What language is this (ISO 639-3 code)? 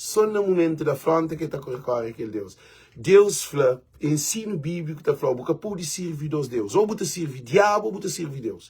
kea